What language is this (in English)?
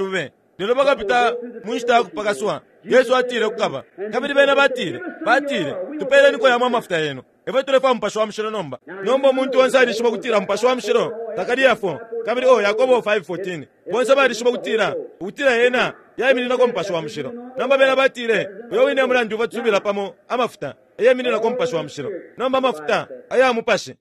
Bemba